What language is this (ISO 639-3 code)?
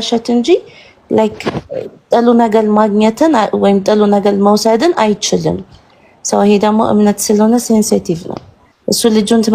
amh